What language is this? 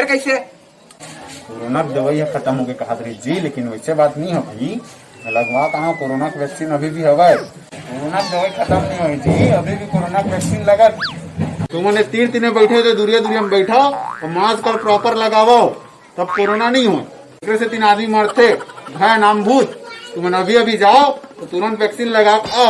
Chhattisgarhi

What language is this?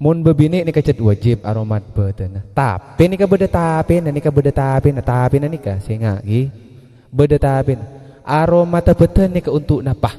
Madurese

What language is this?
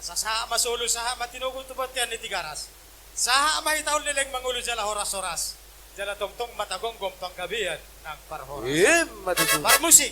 Batak Toba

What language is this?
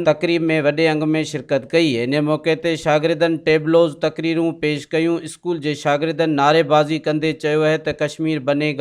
Sindhi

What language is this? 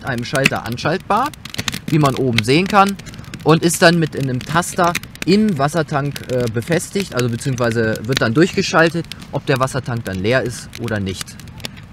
German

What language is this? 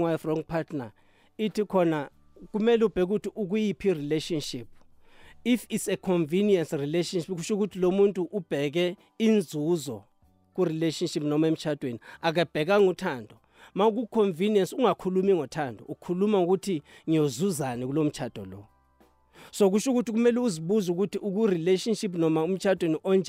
South Ndebele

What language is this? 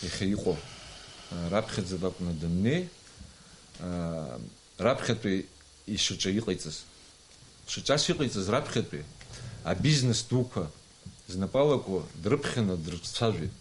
Abkhazian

